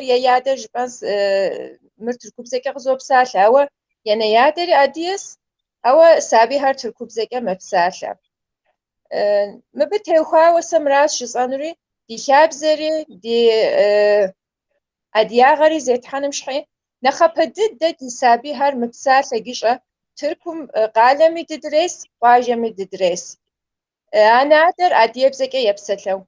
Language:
Kabardian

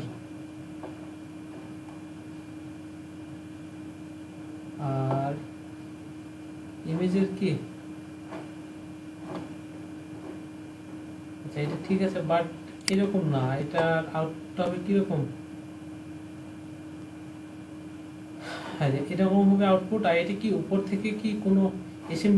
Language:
Bangla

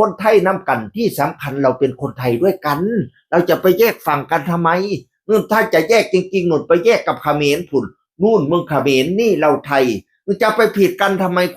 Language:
Northeastern Thai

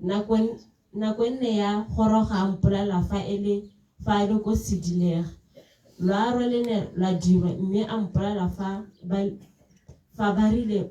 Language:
Tswana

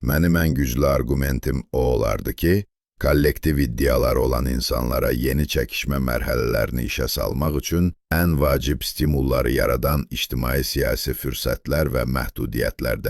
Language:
South Azerbaijani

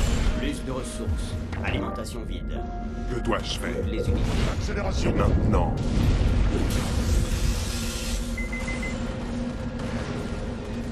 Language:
French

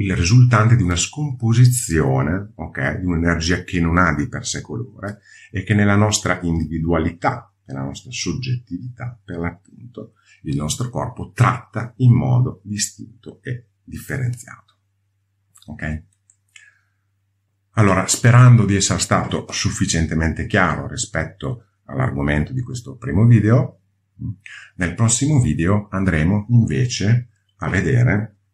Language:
Italian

